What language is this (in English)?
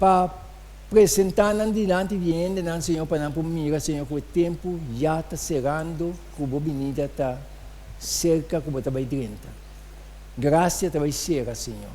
Papiamento